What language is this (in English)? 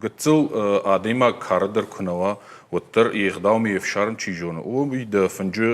Ossetic